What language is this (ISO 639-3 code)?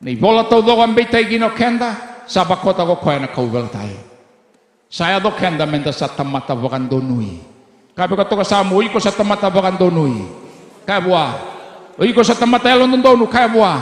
fij